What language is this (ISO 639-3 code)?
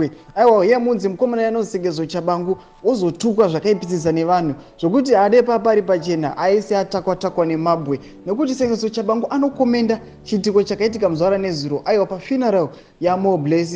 sna